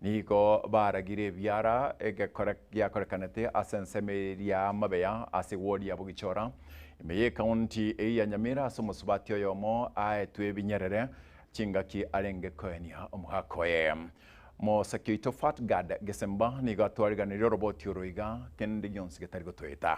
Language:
Gusii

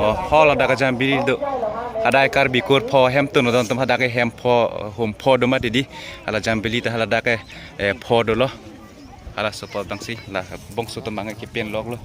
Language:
Karbi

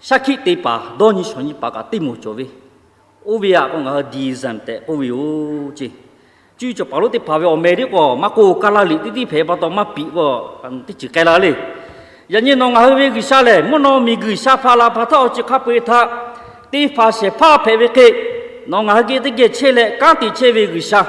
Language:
Lahu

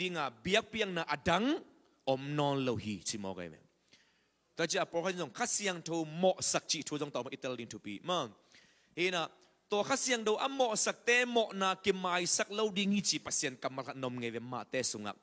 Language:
Tedim Chin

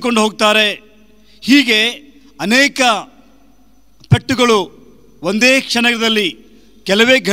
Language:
Kannada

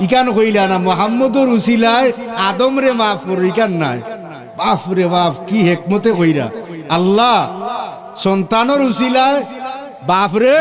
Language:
Sylheti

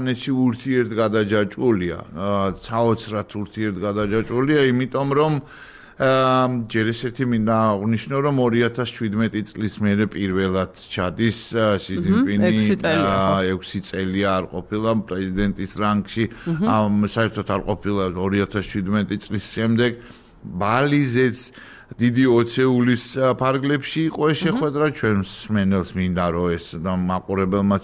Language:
Georgian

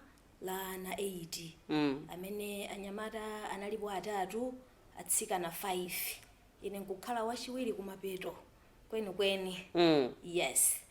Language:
Nyanja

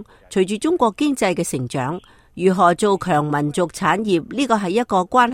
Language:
Cantonese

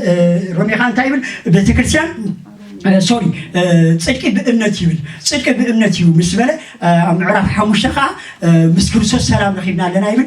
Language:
Tigrinya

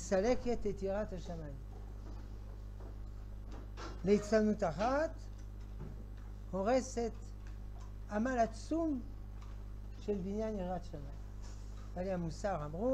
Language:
Hebrew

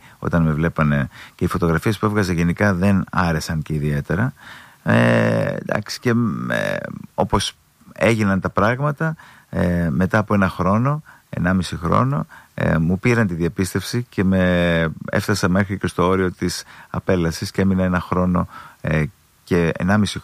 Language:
Greek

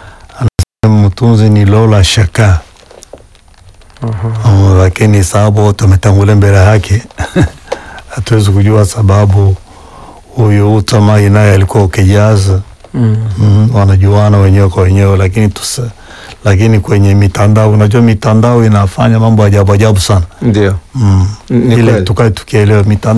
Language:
Swahili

